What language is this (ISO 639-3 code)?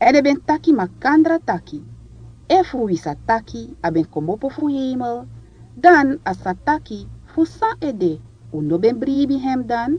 srn